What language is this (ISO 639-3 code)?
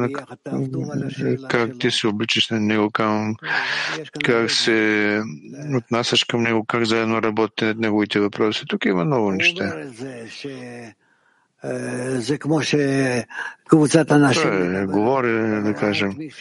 bul